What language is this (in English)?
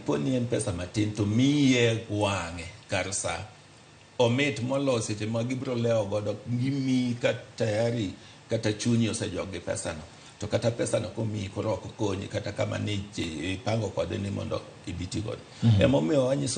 Luo (Kenya and Tanzania)